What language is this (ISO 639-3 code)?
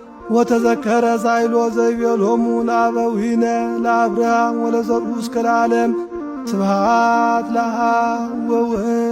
amh